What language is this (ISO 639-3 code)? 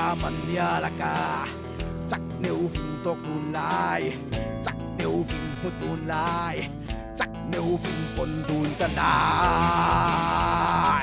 cfm